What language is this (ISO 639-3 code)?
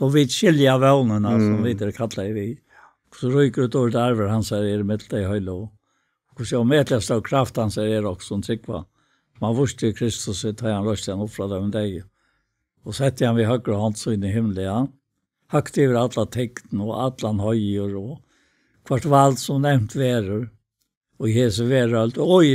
fao